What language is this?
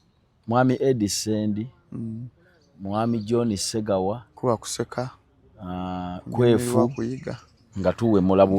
Ganda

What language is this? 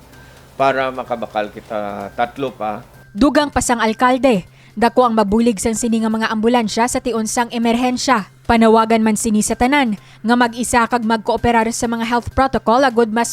Hiligaynon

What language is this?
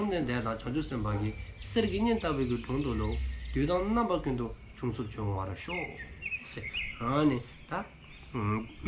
Dzongkha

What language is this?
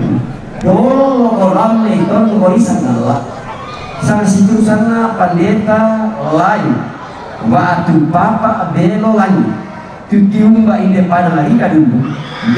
Toraja-Sa'dan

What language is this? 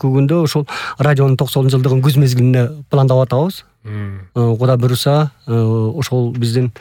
Kyrgyz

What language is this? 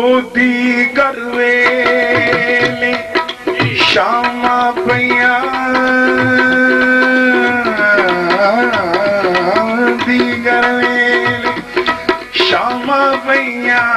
Punjabi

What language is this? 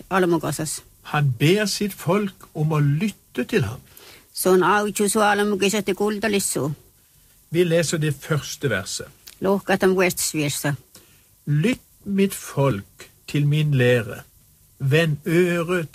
Norwegian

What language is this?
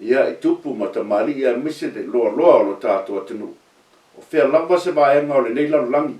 Samoan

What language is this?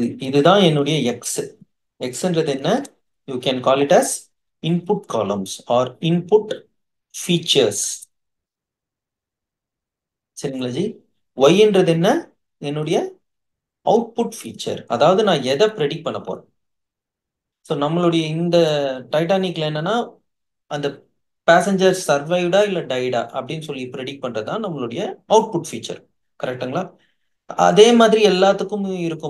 Tamil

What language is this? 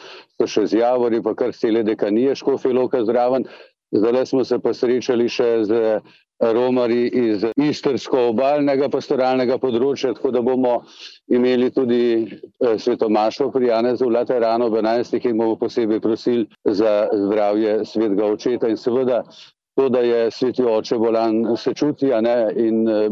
Slovenian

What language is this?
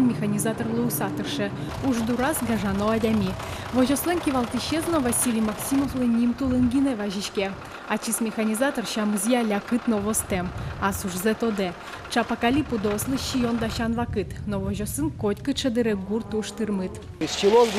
Udmurt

